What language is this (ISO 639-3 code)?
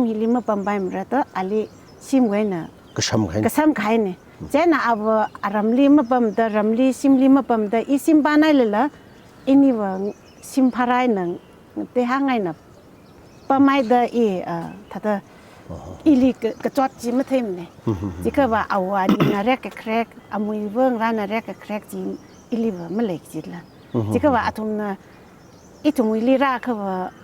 nmf